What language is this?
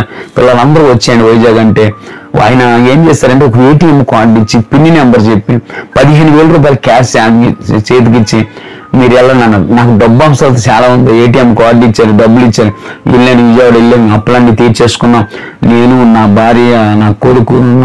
Telugu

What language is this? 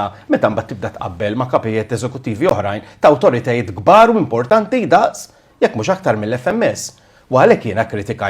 Maltese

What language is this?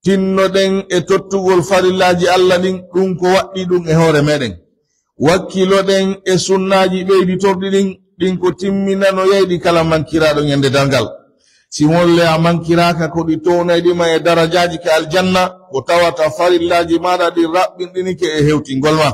Pular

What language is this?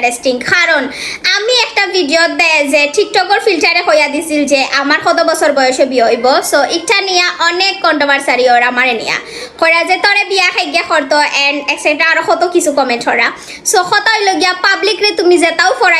Sylheti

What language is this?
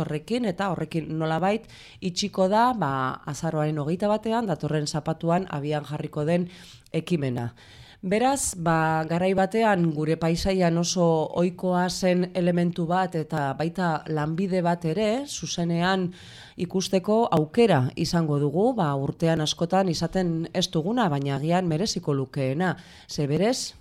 Basque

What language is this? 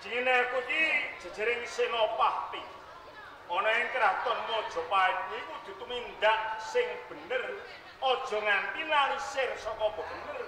Javanese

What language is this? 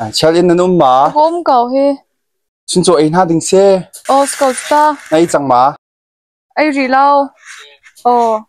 Hakha Chin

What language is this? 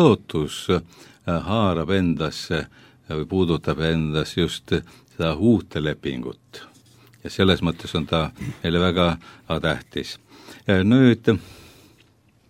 Estonian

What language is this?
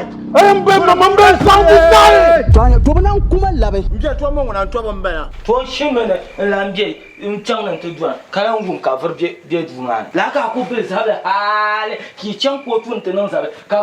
Dagbani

